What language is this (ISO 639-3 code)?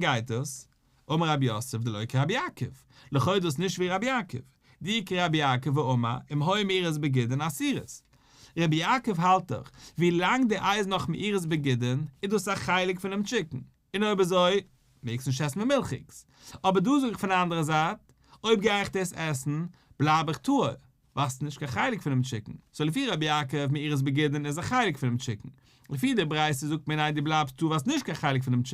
yid